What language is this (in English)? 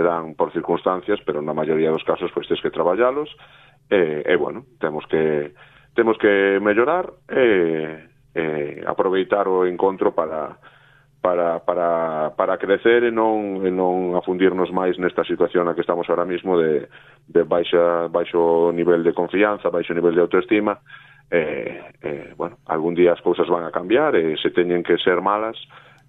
Galician